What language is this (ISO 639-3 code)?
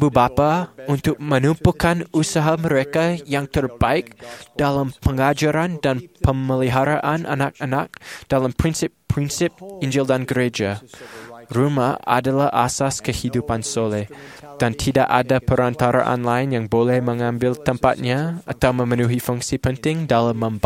msa